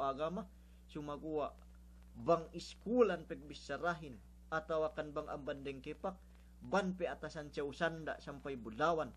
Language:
Yakan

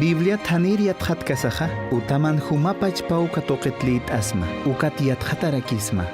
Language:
Aymara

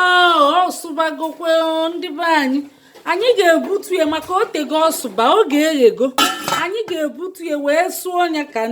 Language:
Igbo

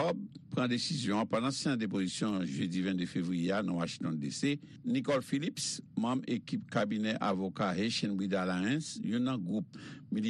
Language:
Haitian Creole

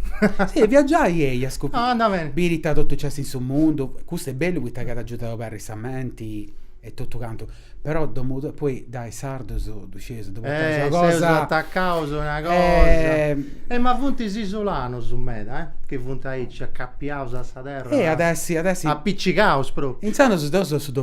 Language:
Sardinian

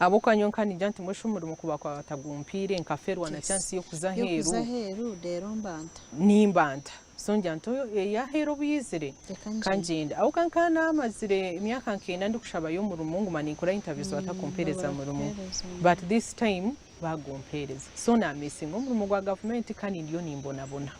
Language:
Nyankole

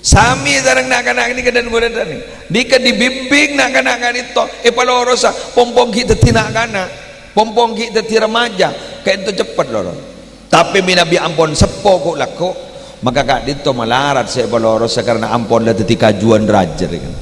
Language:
Madurese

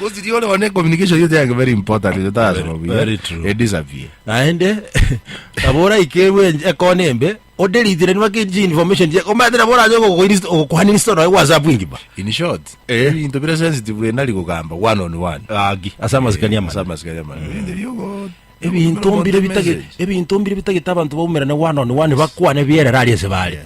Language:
Gusii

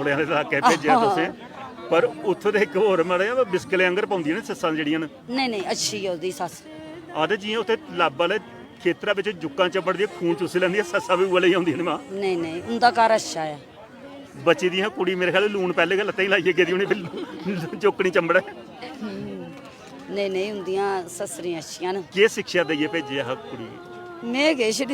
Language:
Dogri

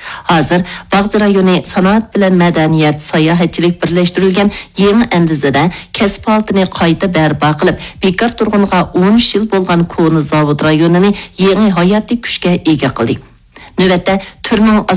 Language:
Uyghur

